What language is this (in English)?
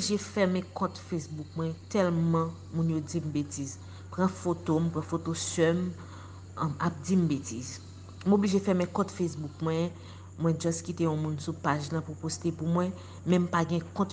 Haitian Creole